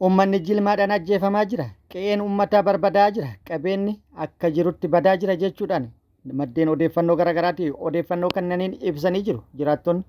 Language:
Oromo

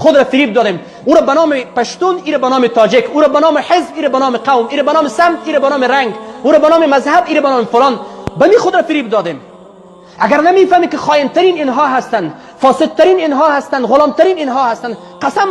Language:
Persian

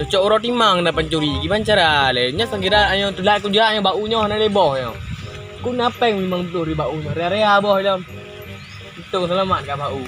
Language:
Achinese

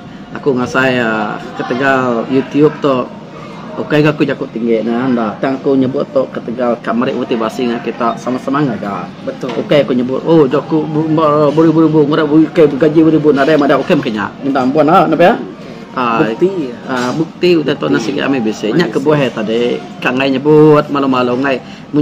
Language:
Iban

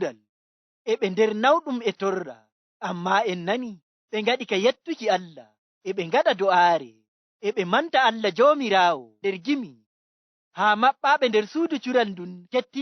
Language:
Fula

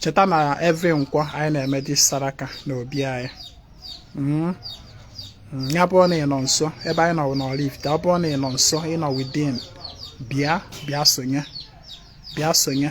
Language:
Igbo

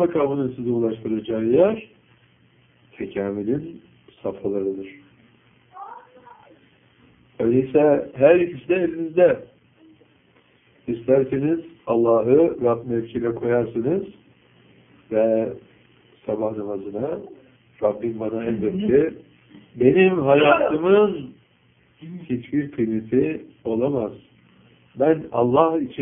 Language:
Turkish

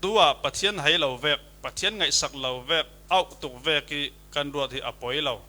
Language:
Falam Chin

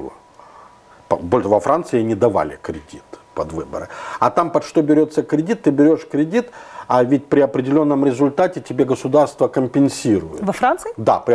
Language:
Russian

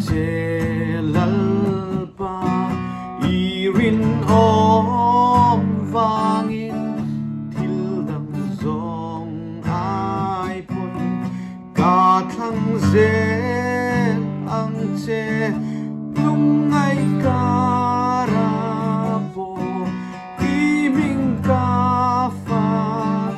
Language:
Mizo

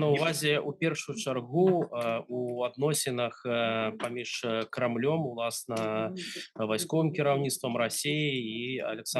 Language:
Belarusian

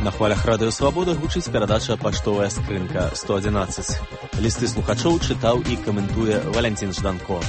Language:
Belarusian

